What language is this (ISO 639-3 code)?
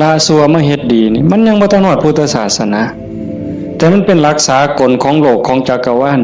tts